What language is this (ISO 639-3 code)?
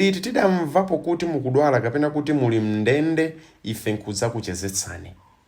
nya